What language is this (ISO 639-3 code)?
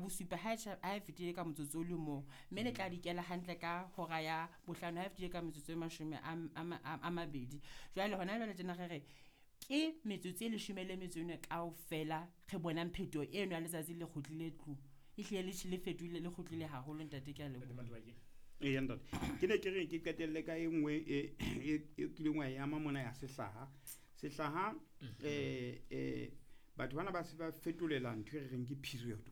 sot